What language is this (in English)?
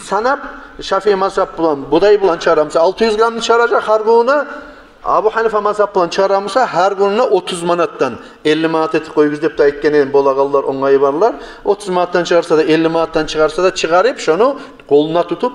Kumyk